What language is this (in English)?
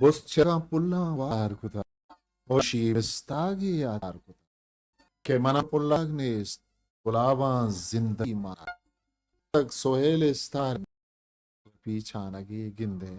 Eastern Balochi